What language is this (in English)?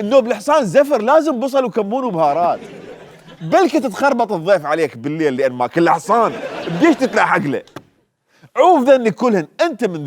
Mesopotamian Arabic